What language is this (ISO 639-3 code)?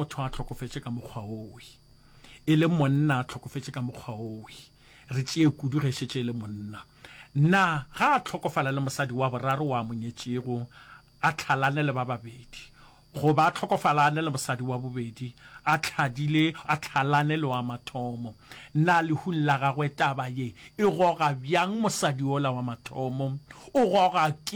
nso